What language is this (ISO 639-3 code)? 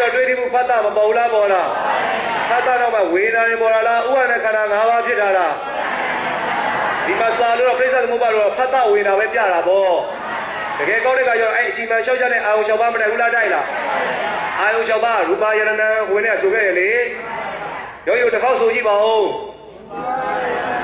mya